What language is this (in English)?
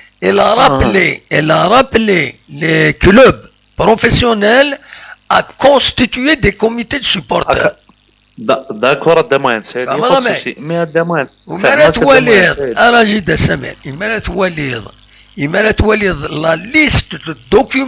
Kabyle